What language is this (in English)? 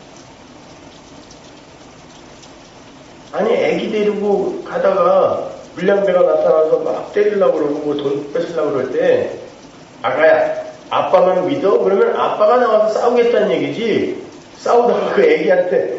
Korean